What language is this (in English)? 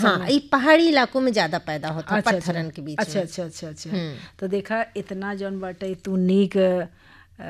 Bhojpuri